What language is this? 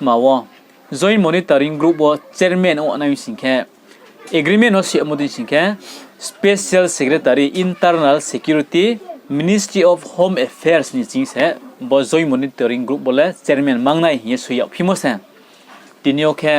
Riang (India)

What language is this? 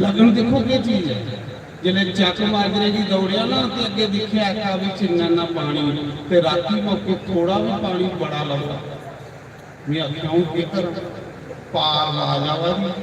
Dogri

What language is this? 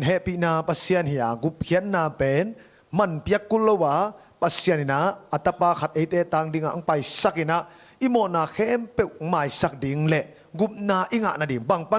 Tedim Chin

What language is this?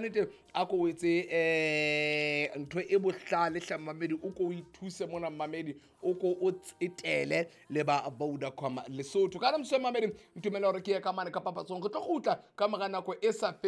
Southern Sotho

